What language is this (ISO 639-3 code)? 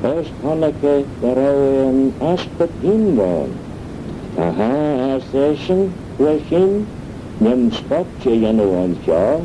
glv